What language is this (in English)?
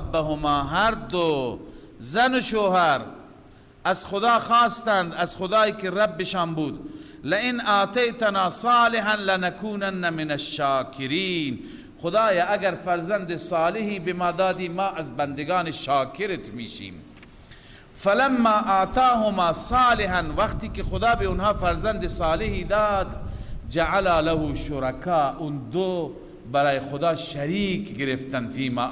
Persian